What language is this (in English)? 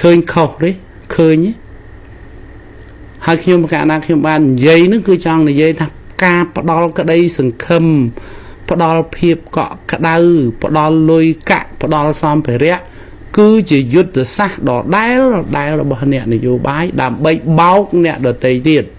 Khmer